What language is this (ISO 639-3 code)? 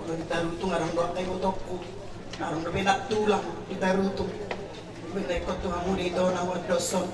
bbc